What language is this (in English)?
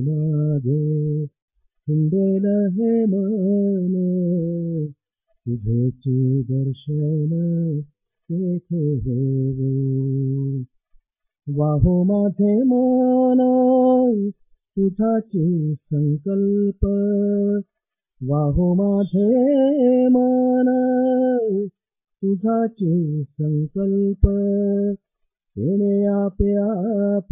Marathi